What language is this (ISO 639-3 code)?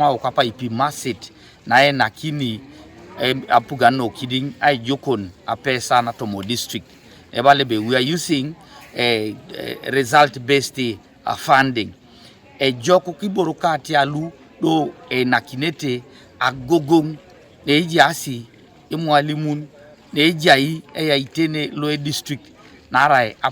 teo